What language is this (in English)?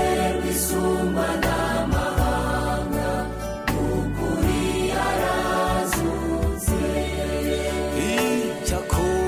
Kinyarwanda